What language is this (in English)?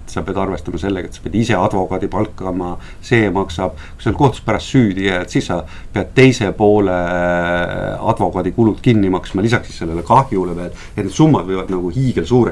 Estonian